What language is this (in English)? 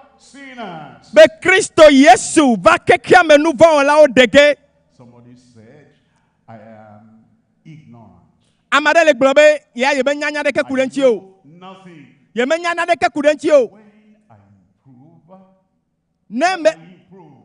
Ewe